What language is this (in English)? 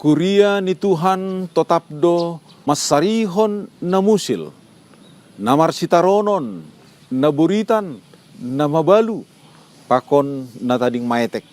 Batak Simalungun